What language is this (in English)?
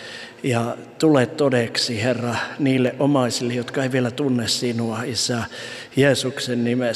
Finnish